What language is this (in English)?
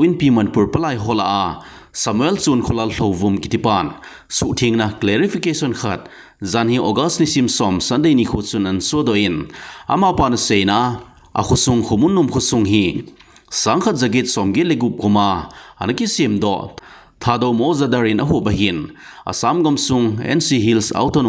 Thado Chin